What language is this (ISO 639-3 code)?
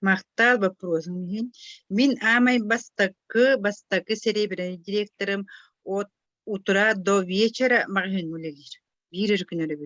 sah